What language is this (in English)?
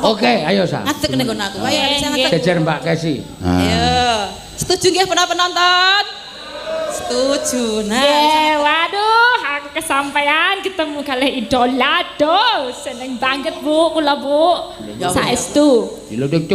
Javanese